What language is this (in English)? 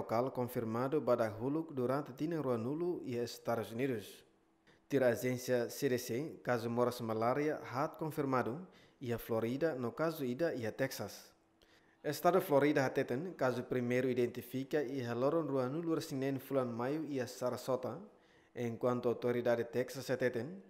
Tetum